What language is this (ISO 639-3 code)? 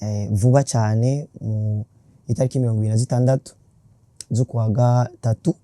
run